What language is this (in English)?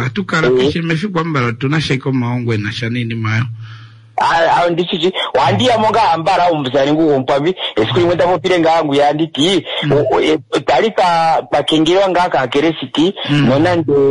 Kuanyama